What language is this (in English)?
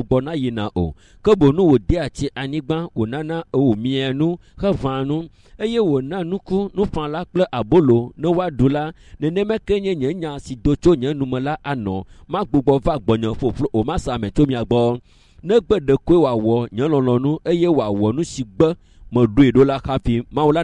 Ewe